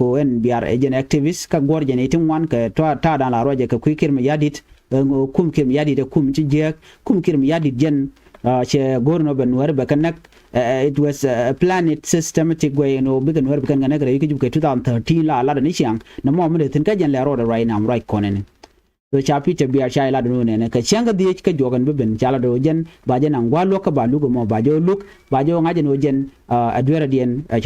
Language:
Nuer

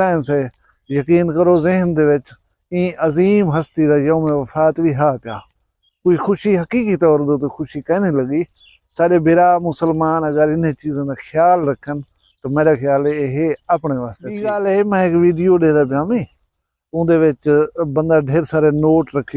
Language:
Saraiki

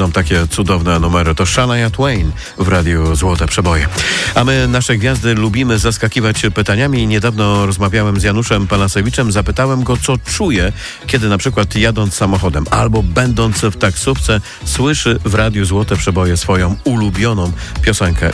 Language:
Polish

